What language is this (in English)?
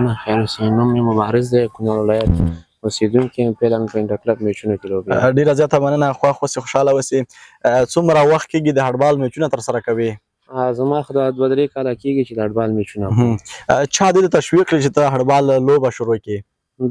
Pashto